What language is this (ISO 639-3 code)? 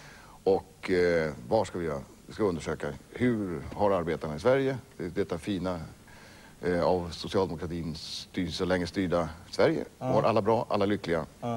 swe